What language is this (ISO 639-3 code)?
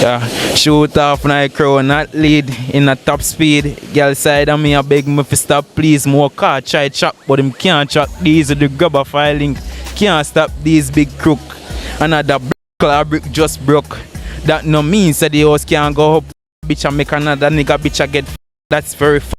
jam